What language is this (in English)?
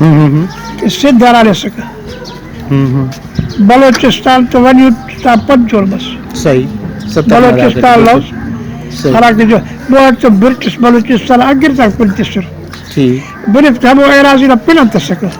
Brahui